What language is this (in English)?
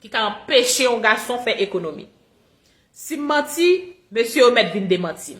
Haitian Creole